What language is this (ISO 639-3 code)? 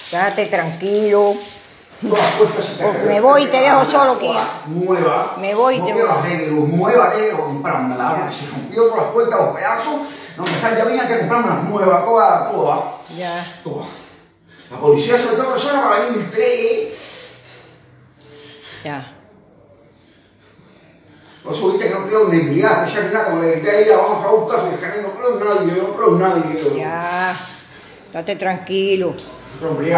spa